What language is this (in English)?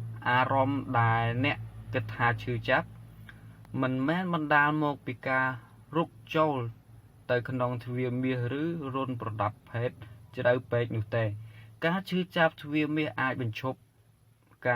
Khmer